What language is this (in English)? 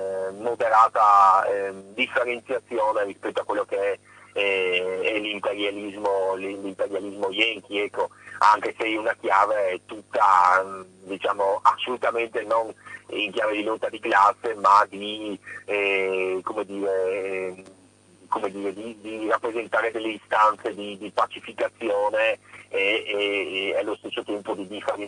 Italian